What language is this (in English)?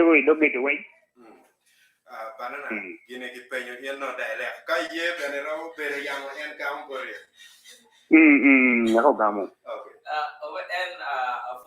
Acoli